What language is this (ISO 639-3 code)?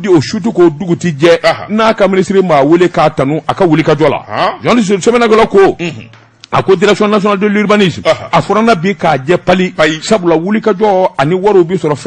bam